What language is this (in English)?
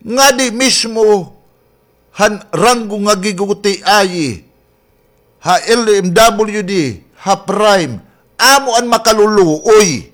Waray